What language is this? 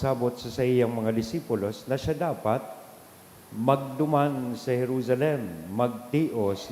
Bikol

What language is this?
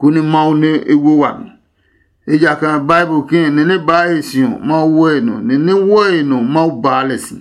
Adangme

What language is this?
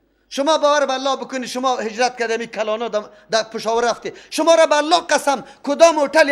Persian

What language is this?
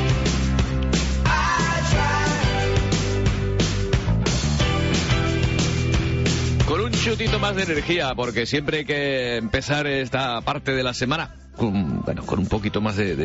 Spanish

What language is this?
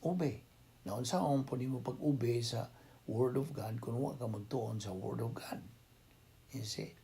Cebuano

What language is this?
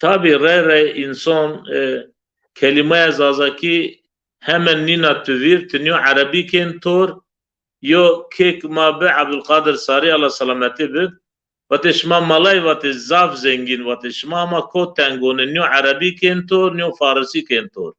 Zaza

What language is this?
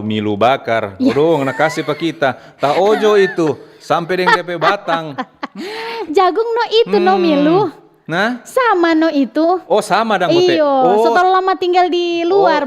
Manado Malay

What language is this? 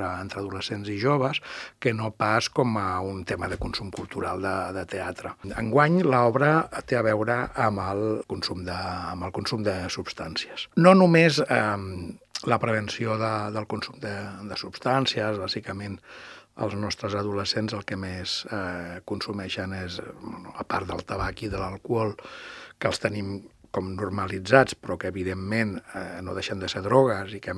Catalan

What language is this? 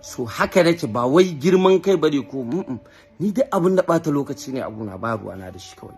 Hausa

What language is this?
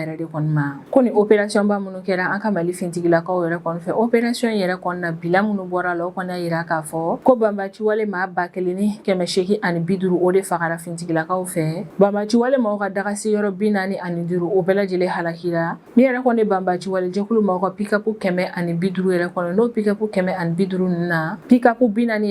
Bambara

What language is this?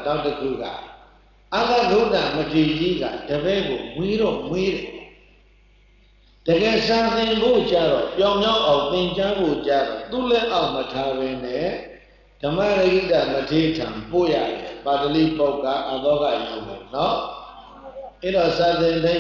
Burmese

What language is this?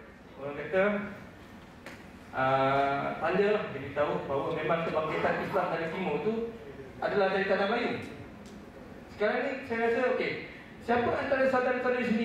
Malay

